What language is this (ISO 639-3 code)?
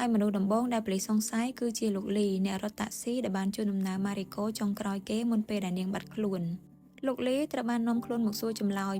khm